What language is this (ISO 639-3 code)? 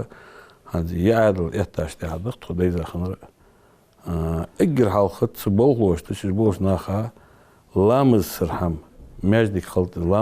inh